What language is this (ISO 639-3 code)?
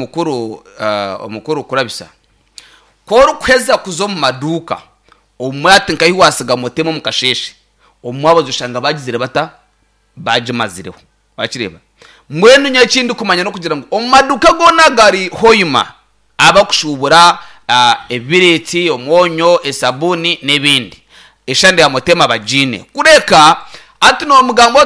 nyn